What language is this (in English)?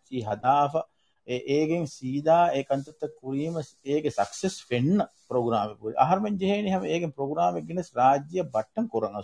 Divehi